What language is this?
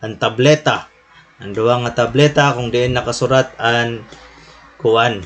Waray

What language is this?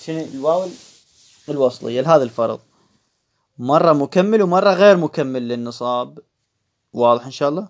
Moroccan Arabic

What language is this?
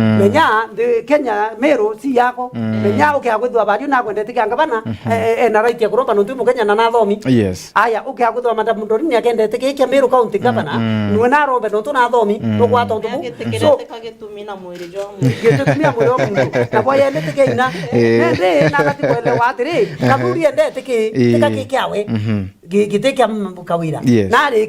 Meru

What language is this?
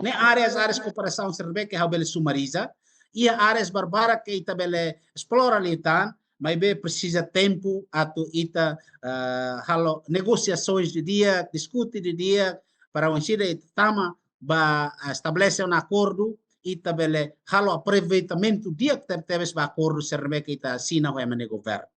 Tetum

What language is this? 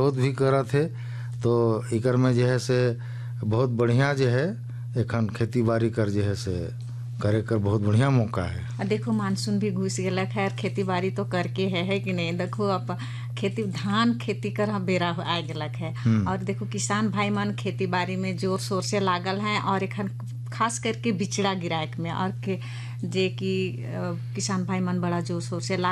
Sadri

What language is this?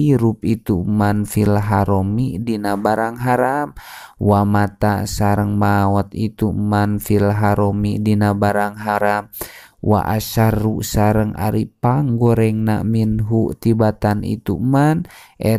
Sundanese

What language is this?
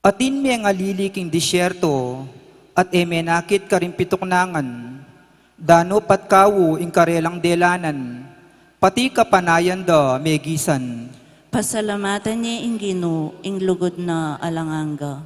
Pampanga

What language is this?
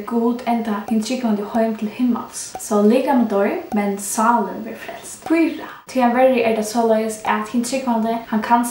Faroese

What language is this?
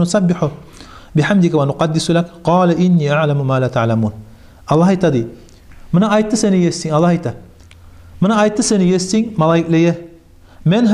Kumyk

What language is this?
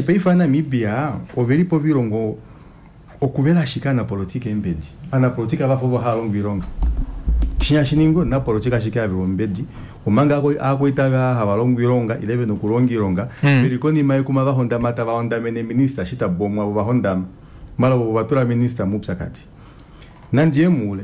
Kuanyama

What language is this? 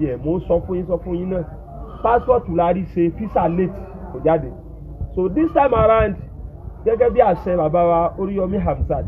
Yoruba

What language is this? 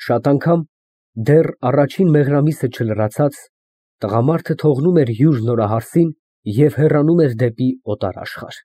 Armenian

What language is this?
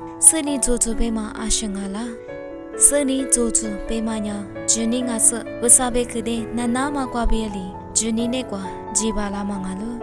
Lisu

